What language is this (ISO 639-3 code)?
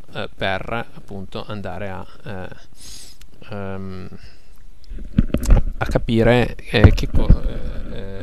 ita